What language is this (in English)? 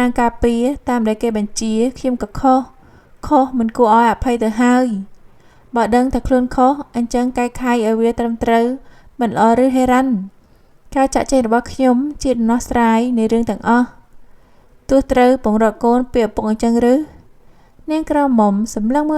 Khmer